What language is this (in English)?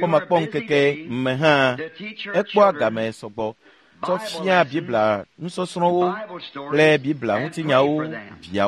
Ewe